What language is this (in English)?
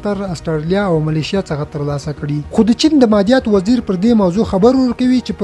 Pashto